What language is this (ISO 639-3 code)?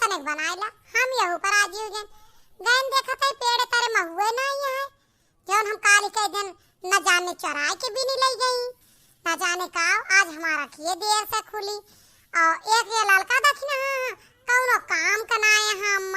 awa